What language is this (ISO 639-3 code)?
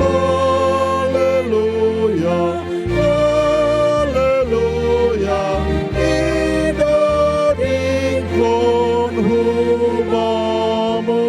bts